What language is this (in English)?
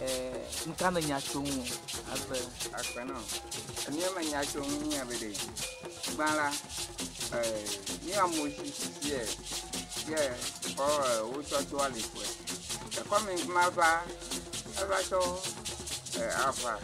Ewe